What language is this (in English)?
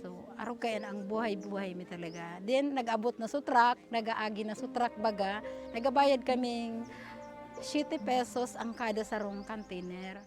Bikol